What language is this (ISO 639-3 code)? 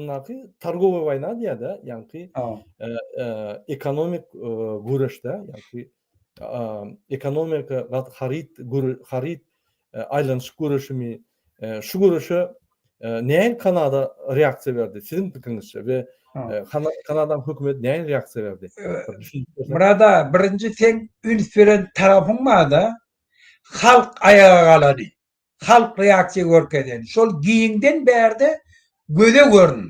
tuk